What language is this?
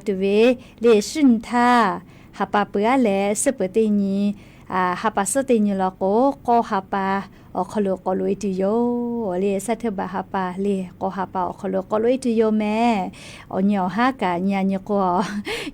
Lahu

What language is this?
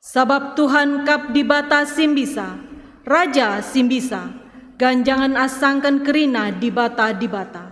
Batak Karo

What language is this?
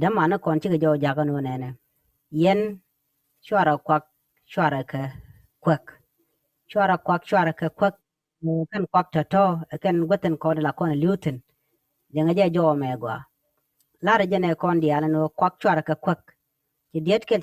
Nuer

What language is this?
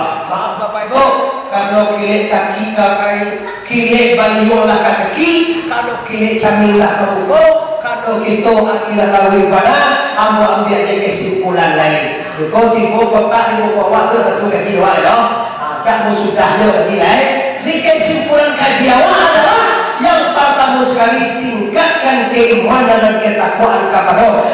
Minangkabau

